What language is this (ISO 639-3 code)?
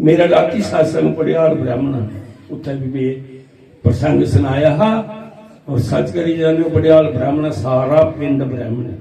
doi